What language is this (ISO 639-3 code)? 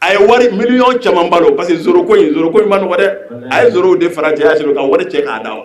bam